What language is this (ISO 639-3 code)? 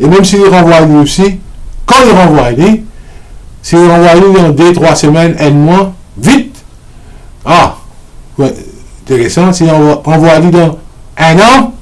mfe